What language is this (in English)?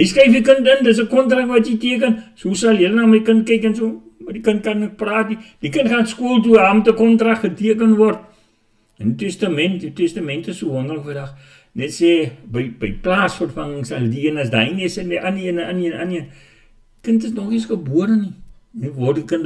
Afrikaans